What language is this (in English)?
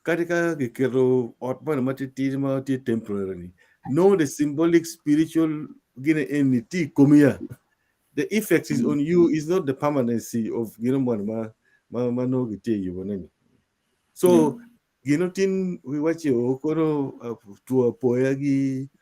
Acoli